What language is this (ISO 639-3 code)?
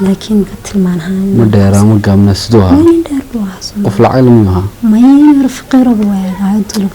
som